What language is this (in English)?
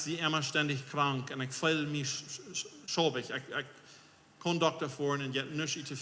Plautdietsch